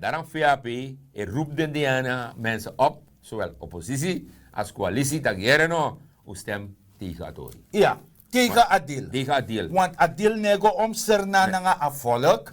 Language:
Sranan Tongo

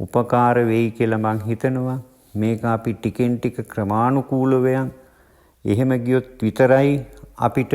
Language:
Sinhala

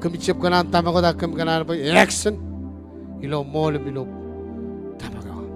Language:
Marshallese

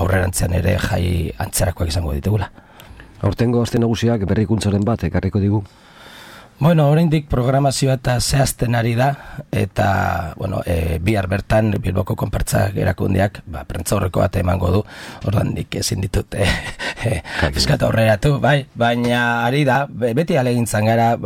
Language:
Basque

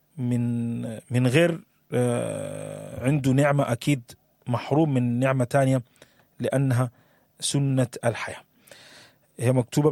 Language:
Sudanese Arabic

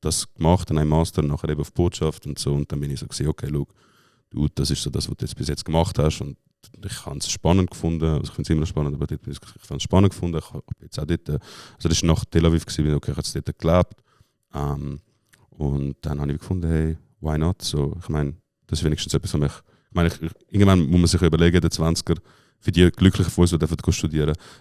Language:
Swiss German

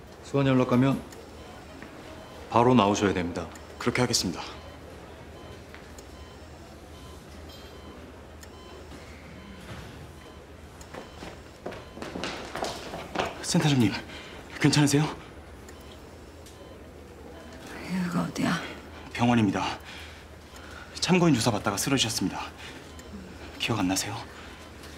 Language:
Korean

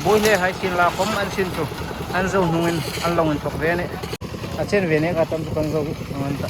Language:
Hmar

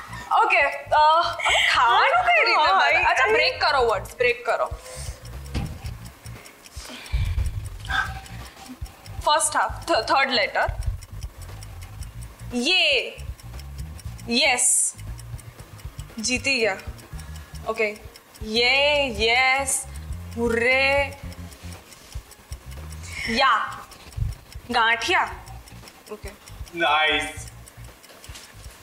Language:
Gujarati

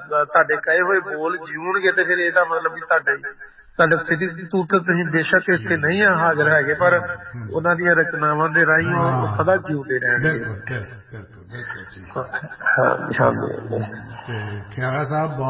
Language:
Punjabi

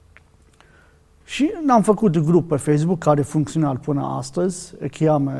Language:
Romanian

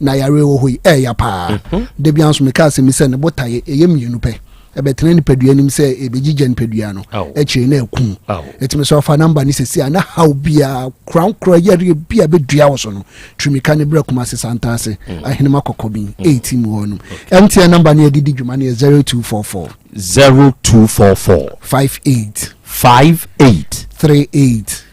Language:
Akan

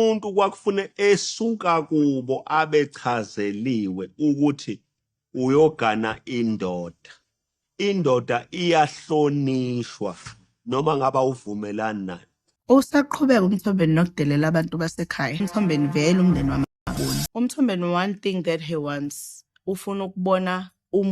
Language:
Zulu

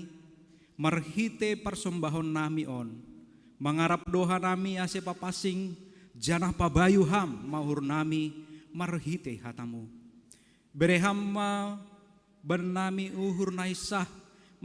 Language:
Batak Simalungun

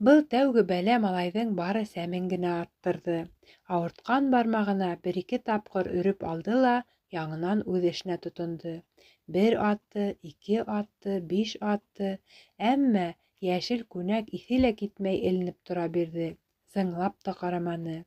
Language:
Bashkir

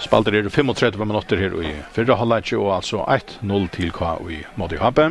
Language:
Faroese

